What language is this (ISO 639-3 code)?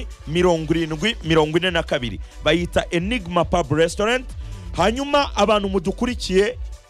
kin